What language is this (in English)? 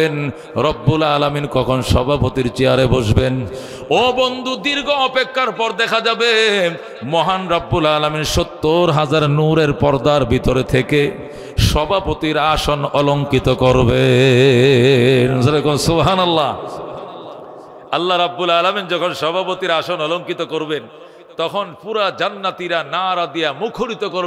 Bangla